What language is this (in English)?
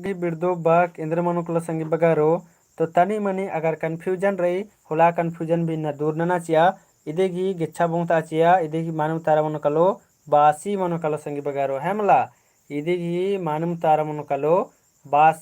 Kurukh